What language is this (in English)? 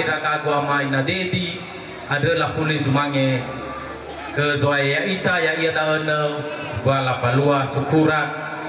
Nias